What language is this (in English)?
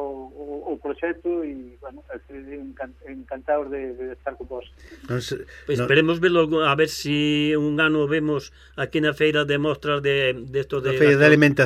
Galician